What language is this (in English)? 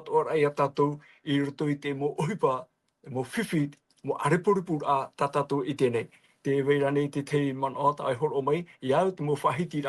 Tahitian